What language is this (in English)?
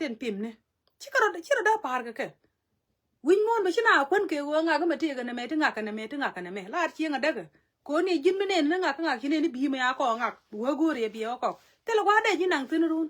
Nuer